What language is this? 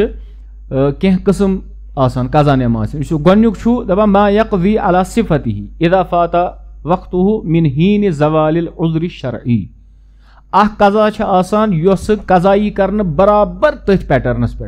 Kashmiri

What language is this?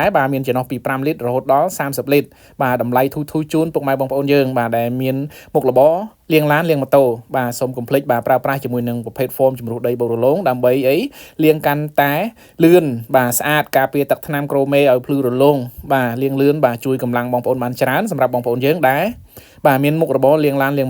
Khmer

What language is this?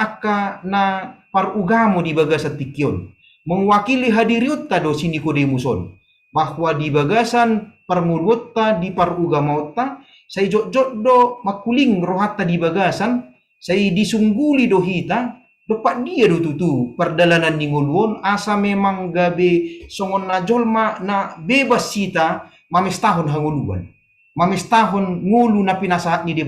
Batak Toba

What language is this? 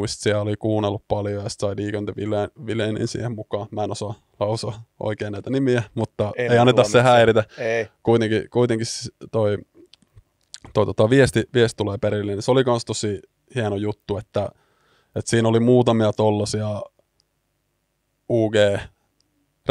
Finnish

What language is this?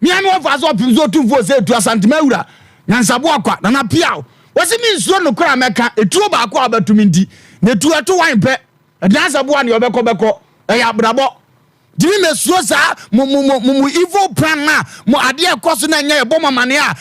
Akan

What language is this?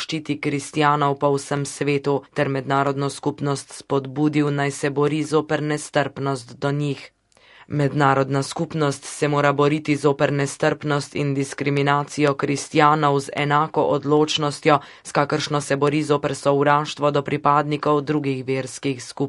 Slovenian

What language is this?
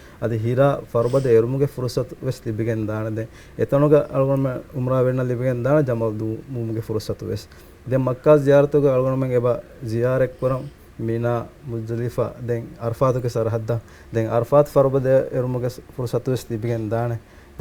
Divehi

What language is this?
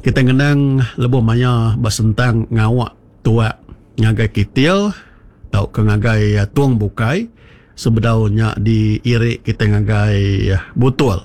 Iban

